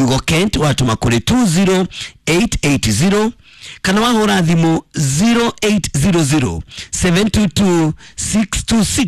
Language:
Kikuyu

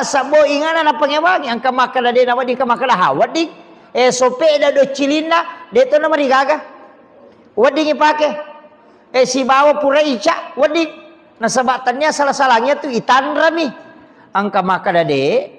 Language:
Buginese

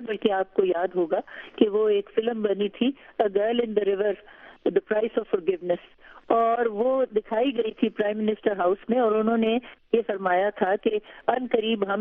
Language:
Urdu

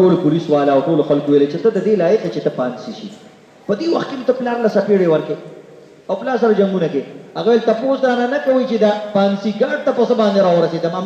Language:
Pashto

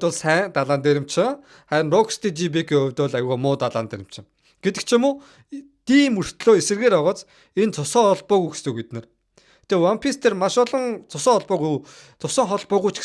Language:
Mongolian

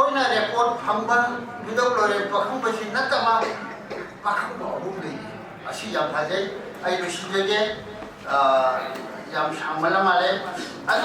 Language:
Manipuri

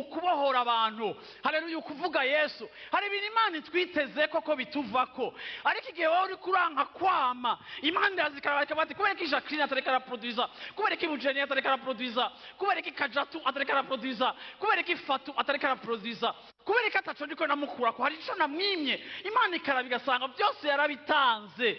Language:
Rundi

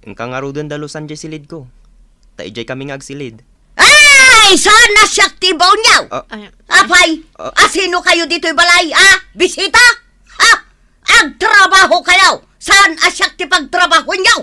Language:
Iloko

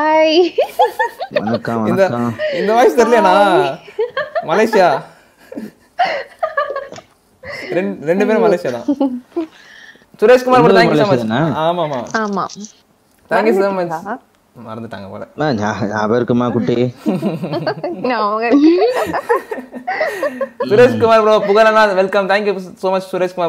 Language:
Tamil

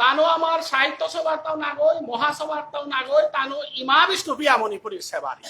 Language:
Bishnupriya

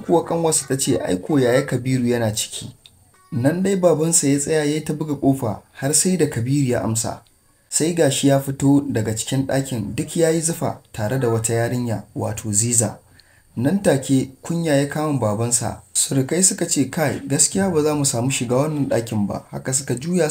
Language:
Hausa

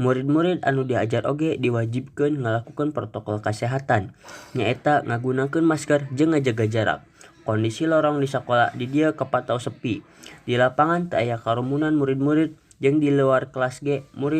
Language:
Sundanese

